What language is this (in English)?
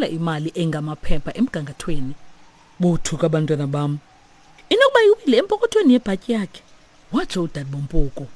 Xhosa